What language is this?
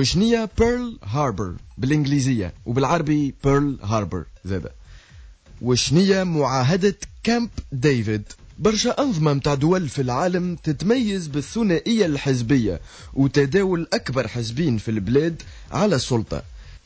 Tunisian Arabic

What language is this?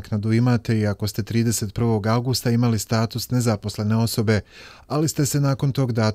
Bosnian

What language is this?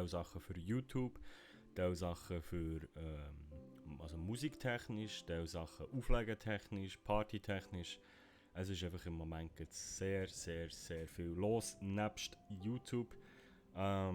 Swiss German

